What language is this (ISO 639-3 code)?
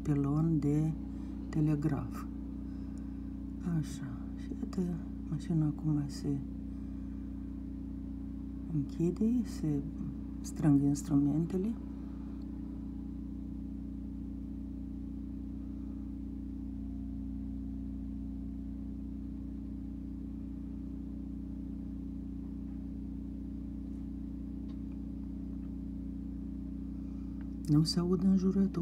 ron